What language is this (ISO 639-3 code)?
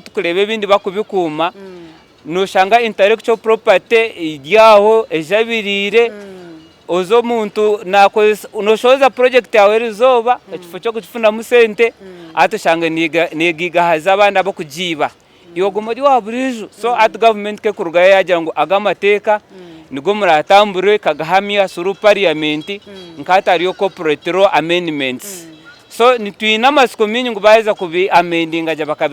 nyn